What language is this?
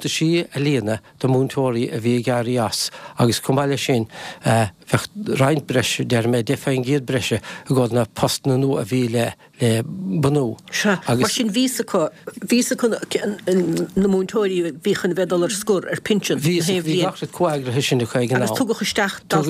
Irish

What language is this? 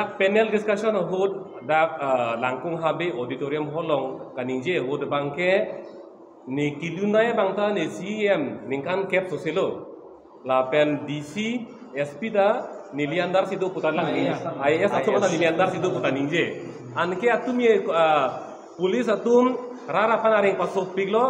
Karbi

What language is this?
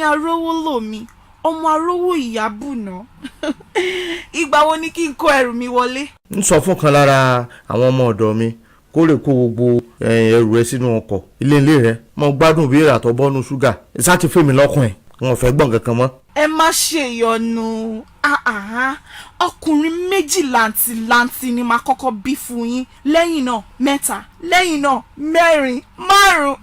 Yoruba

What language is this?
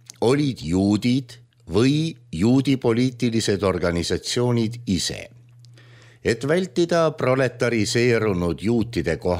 Estonian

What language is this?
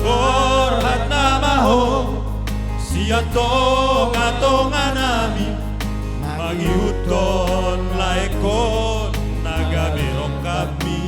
Batak Toba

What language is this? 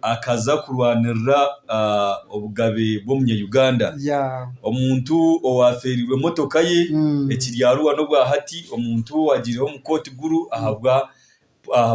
Nyankole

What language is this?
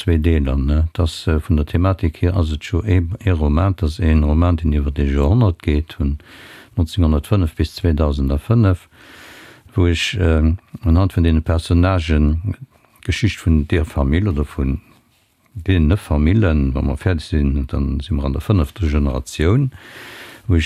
Luxembourgish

